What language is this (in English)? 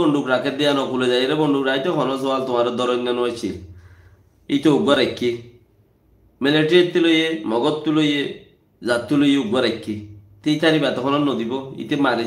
Rohingya